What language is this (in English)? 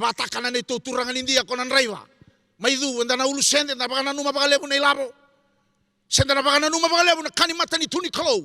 Fijian